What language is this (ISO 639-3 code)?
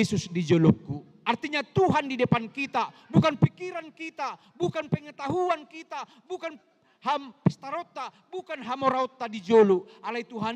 bbc